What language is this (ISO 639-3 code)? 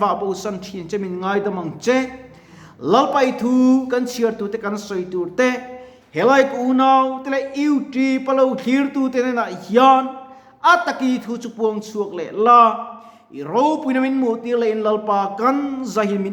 lus